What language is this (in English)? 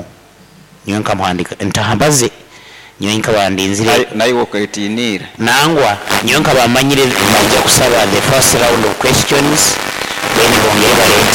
Nyoro